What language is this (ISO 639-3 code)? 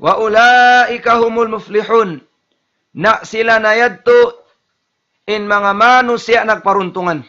tsg